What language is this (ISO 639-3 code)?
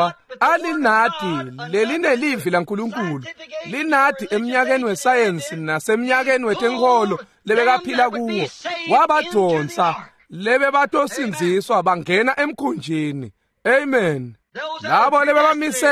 ssw